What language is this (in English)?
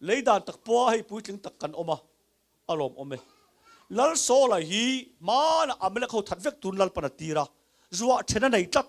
Mizo